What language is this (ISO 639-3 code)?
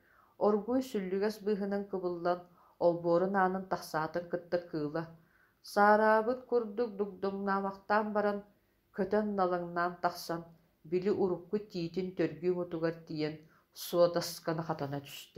sah